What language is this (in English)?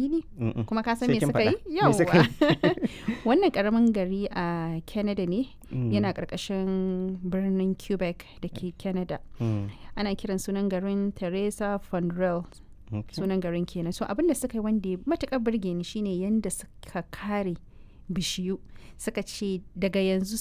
Hausa